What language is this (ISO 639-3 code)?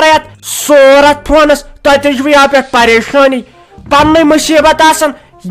kas